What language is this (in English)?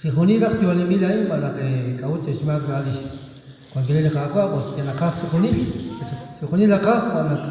Kekchí